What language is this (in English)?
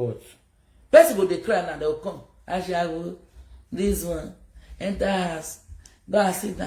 Nigerian Pidgin